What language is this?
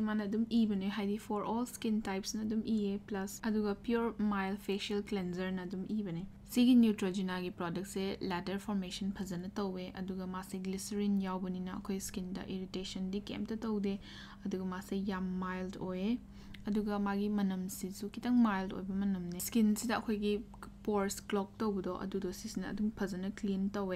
Manipuri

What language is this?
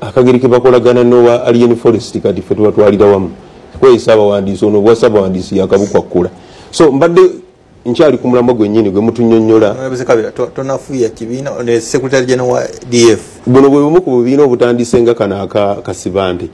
Ganda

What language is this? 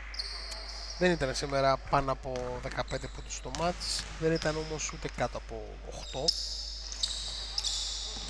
Greek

